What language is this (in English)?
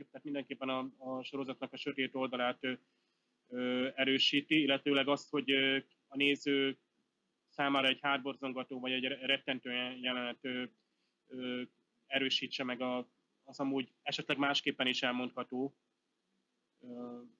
Hungarian